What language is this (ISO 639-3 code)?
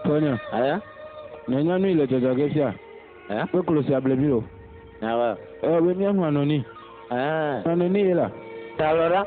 ewe